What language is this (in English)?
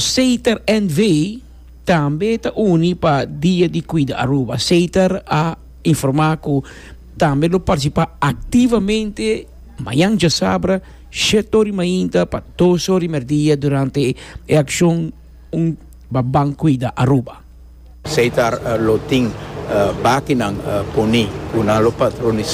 Papiamento